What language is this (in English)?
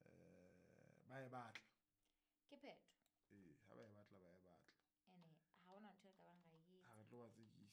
Southern Sotho